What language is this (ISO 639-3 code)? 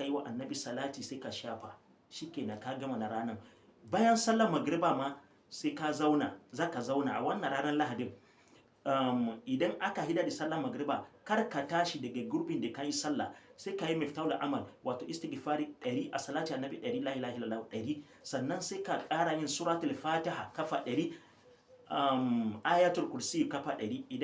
hau